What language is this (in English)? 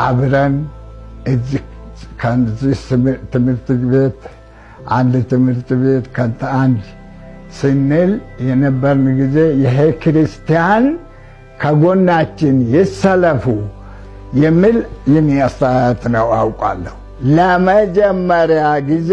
Amharic